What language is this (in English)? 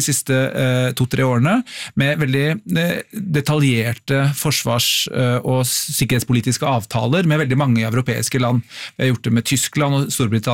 Norwegian